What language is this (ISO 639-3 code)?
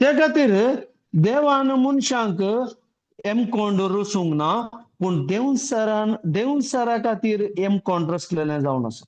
kok